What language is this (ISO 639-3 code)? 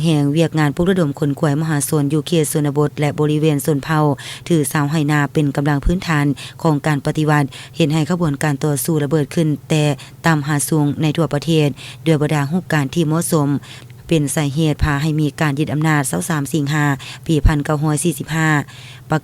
lao